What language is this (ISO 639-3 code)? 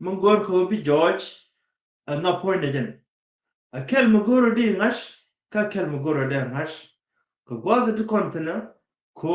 nus